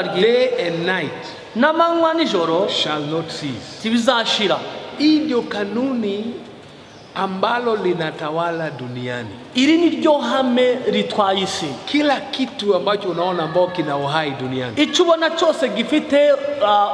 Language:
Kinyarwanda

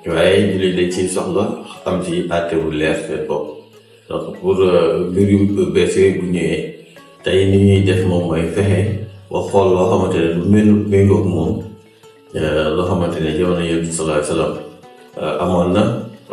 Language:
Wolof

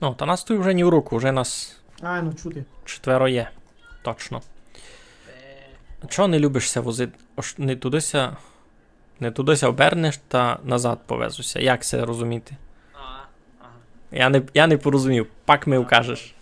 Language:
Rusyn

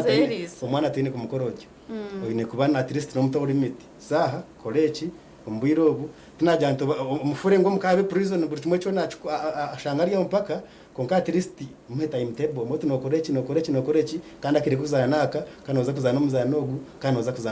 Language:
Nyankole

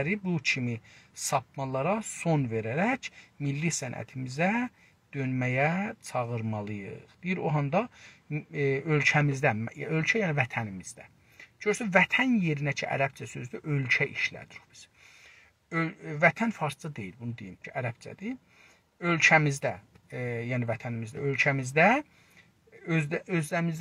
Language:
South Azerbaijani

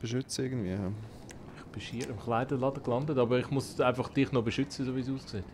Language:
Swiss German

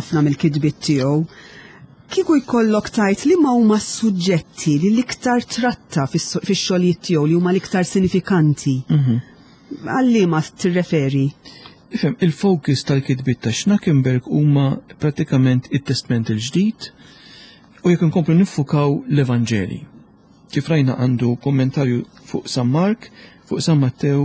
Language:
Maltese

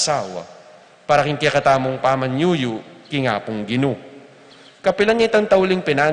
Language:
Pampanga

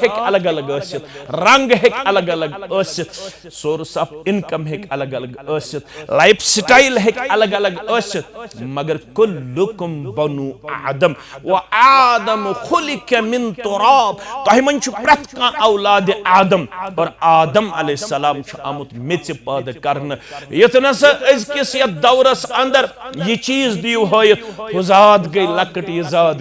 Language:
Kashmiri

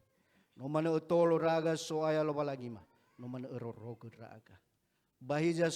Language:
Nias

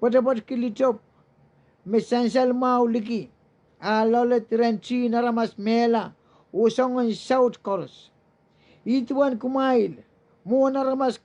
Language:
Pohnpeian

